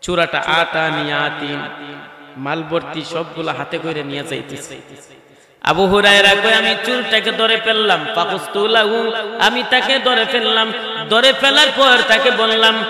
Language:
Sylheti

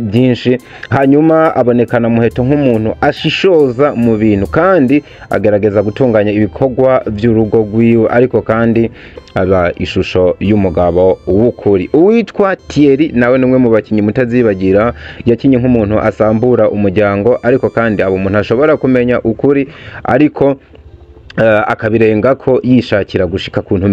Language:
Rundi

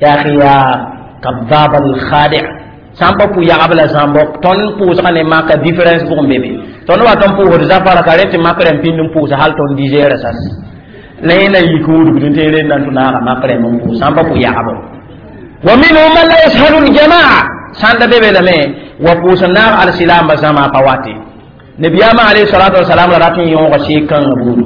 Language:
Mossi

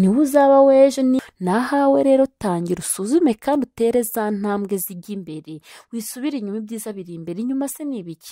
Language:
Kinyarwanda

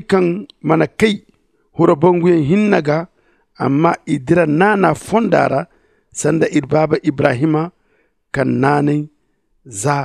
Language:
Zarma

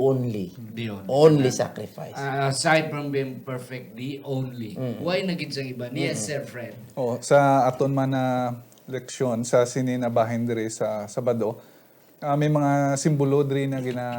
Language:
Hiligaynon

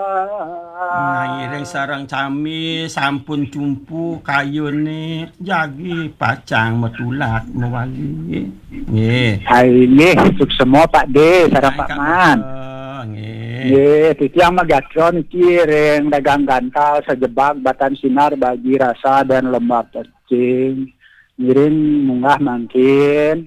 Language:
Balinese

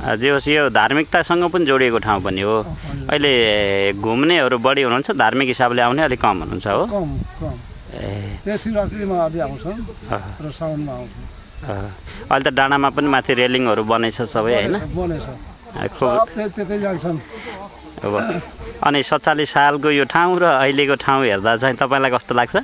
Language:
Nepali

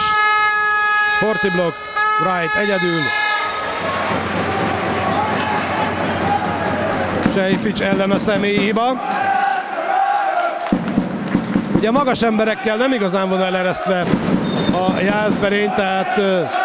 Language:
Hungarian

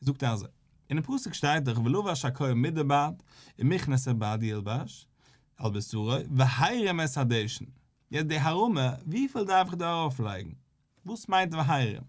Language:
Yiddish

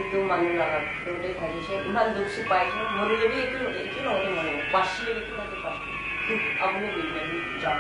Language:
Naga Pidgin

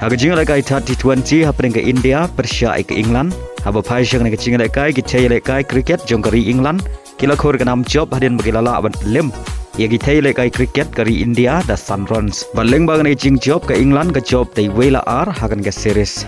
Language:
Khasi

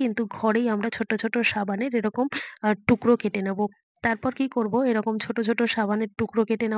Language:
Bangla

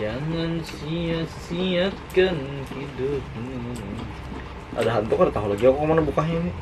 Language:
Banjar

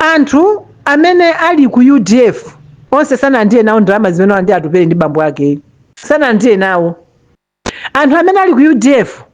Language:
Nyanja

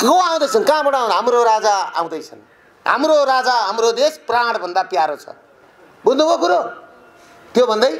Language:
Nepali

